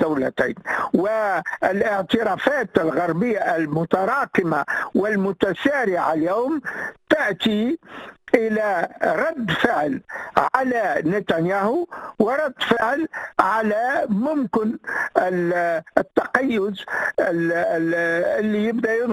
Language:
Tunisian Arabic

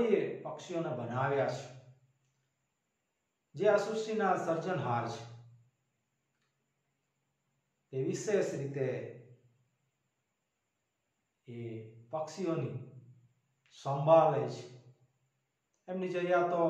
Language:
Gujarati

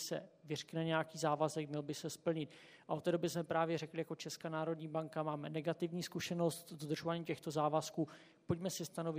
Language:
Czech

